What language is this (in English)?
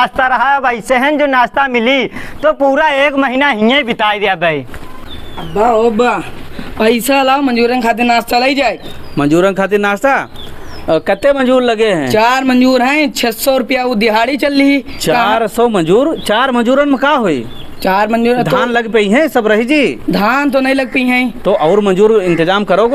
Awadhi